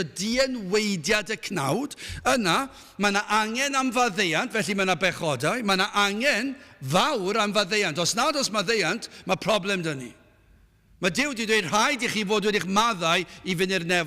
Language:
Welsh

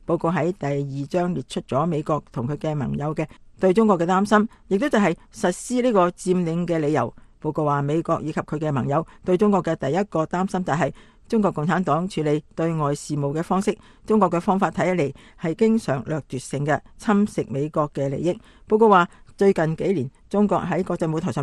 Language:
Cantonese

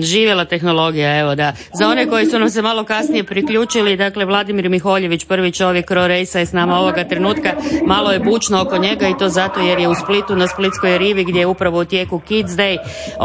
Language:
Croatian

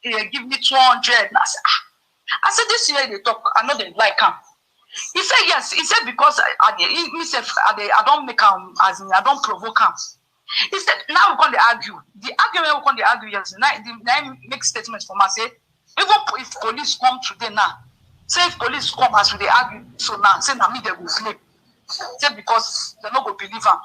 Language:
Nigerian Pidgin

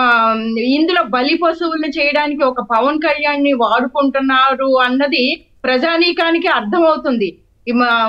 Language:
Telugu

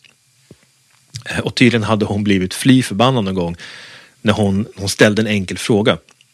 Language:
Swedish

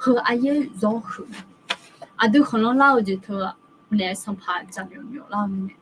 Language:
Akha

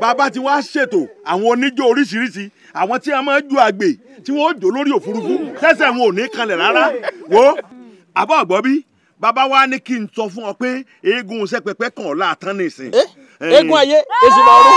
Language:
Yoruba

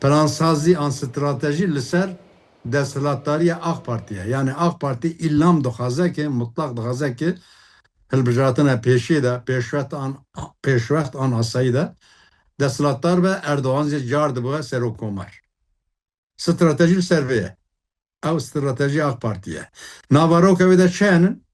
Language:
Kurdish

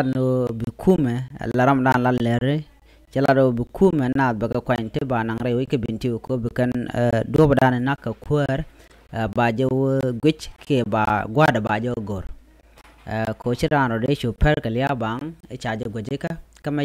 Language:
Nuer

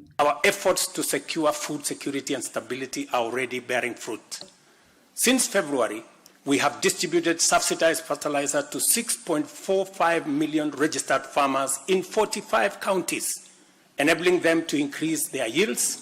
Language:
Kamba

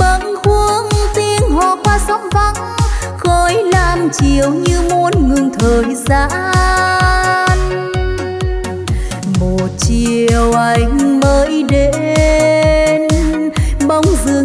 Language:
Vietnamese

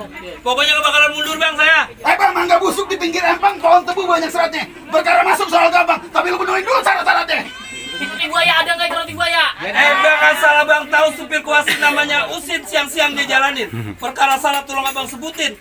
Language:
Betawi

